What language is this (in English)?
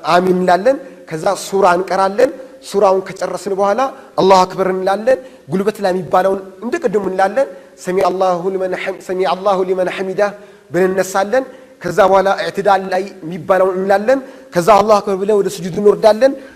Amharic